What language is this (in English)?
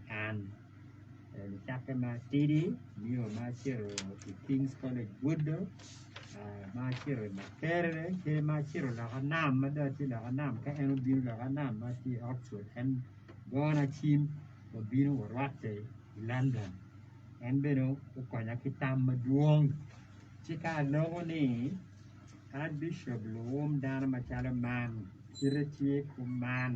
Acoli